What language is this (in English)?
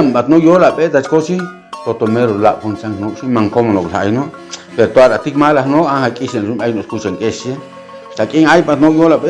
Chuj